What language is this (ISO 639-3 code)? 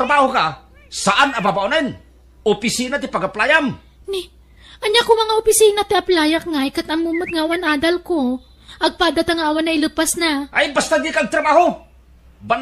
ilo